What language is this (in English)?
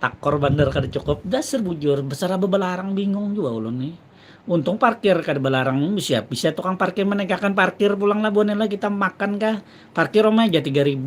Banjar